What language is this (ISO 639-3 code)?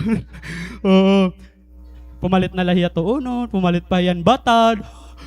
war